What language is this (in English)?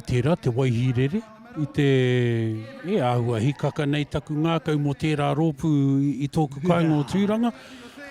Māori